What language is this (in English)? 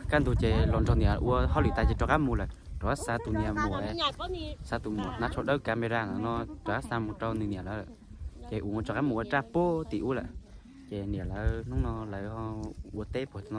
Hmong